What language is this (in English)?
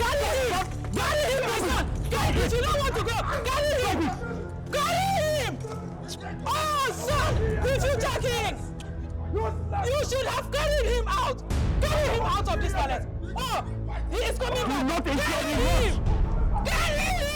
Nigerian Pidgin